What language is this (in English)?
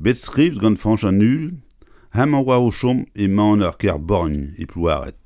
Breton